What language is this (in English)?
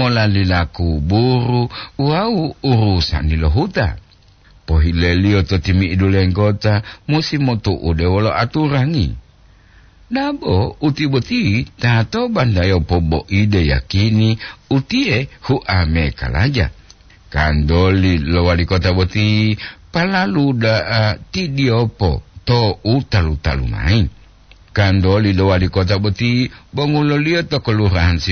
Gorontalo